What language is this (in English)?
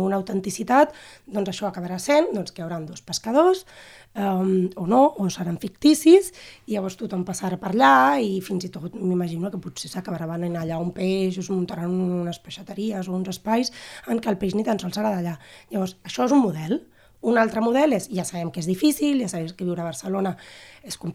Catalan